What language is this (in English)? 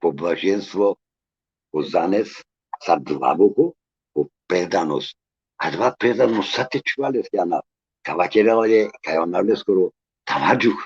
Balkan Romani